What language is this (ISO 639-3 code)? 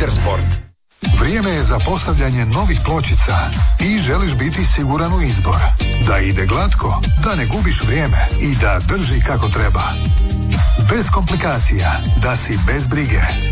hrv